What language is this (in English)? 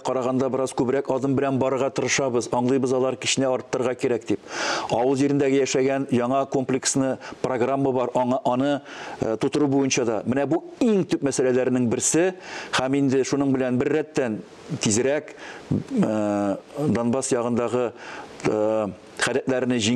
Tatar